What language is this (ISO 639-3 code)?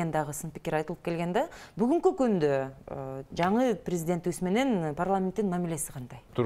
kir